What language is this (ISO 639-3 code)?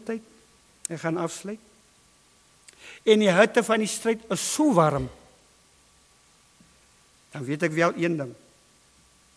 afr